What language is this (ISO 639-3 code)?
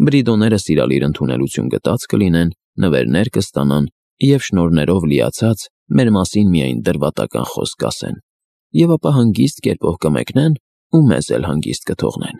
hye